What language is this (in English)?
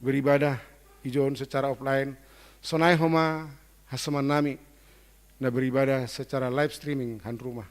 Batak Simalungun